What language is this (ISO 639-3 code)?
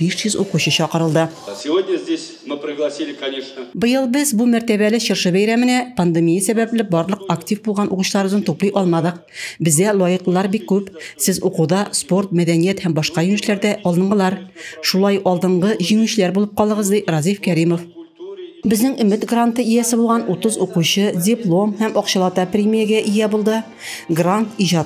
tat